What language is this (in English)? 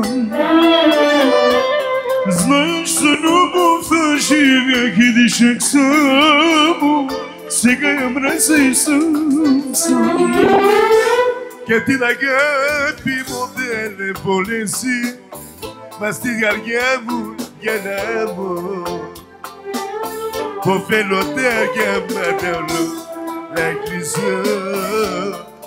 Bulgarian